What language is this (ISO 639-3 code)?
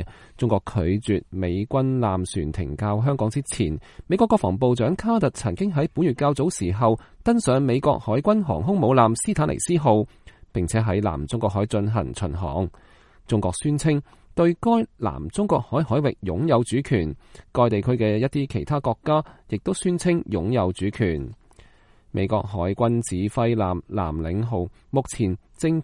yue